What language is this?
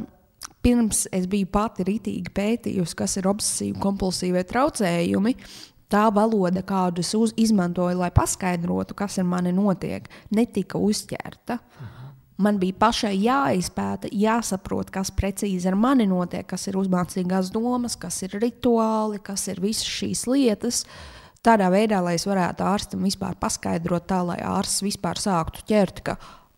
Latvian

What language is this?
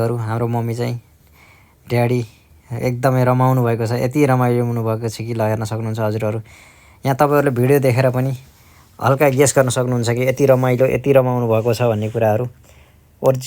Nepali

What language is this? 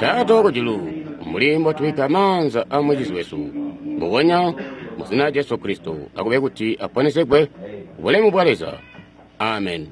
Tonga (Zambia)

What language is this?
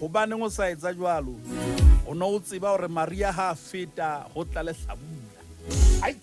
Southern Sotho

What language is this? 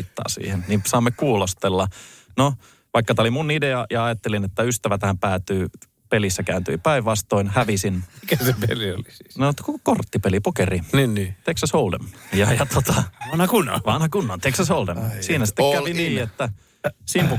Finnish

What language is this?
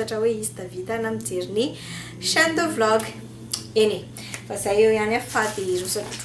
Malagasy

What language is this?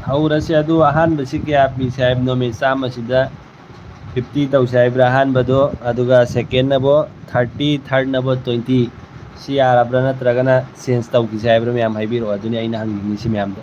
Manipuri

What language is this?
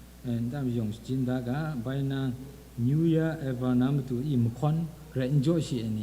Kachin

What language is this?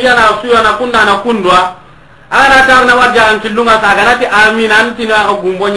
Soninke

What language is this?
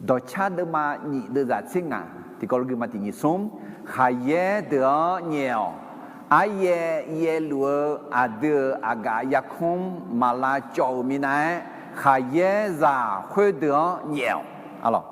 Akha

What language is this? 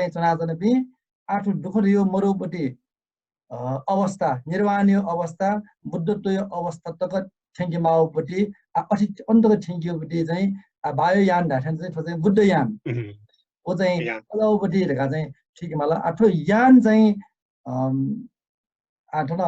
Newari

